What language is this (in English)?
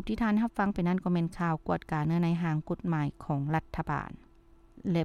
Lao